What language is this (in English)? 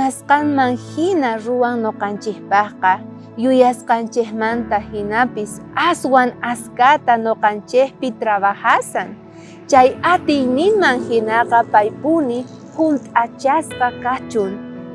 South Bolivian Quechua